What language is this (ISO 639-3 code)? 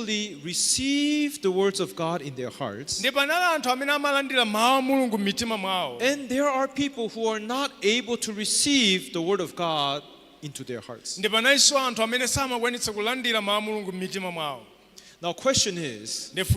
nya